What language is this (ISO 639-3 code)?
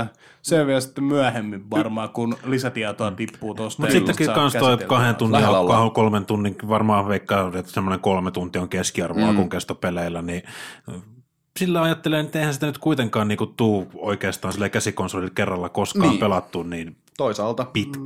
fin